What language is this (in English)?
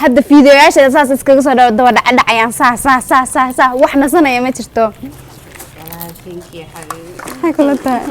Somali